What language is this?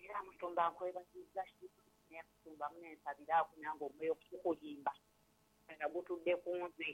Ganda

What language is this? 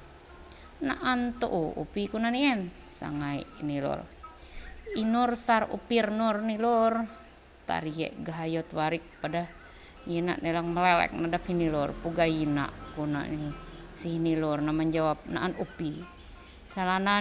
Ma'anyan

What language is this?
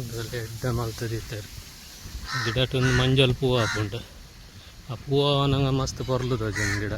Tulu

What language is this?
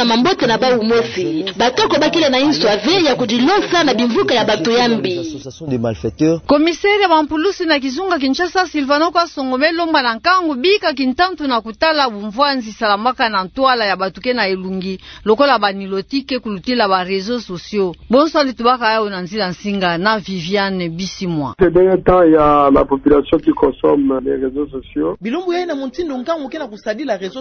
Kituba (Democratic Republic of Congo)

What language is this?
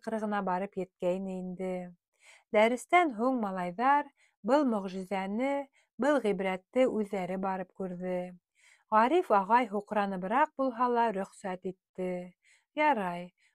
Bashkir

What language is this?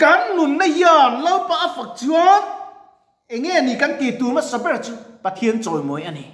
Mizo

